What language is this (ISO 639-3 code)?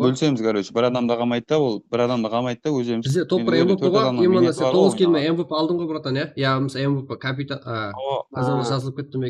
kaa